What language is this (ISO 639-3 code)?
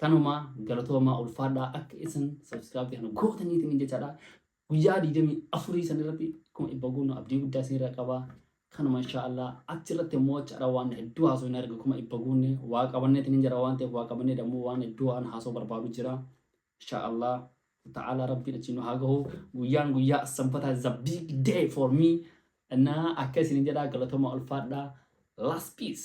orm